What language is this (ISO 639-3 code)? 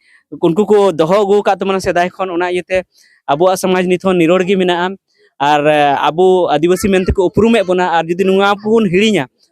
sat